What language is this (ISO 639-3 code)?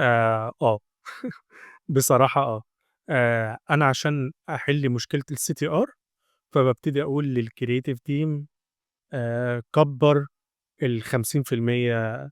arz